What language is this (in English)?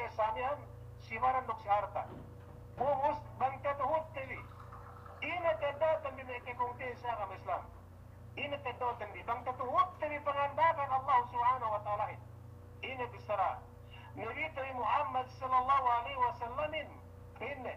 Yakan